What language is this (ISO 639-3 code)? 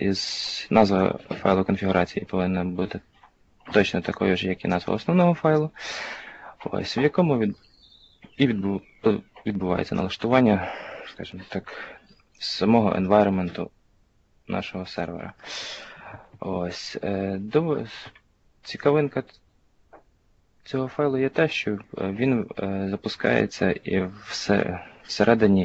ukr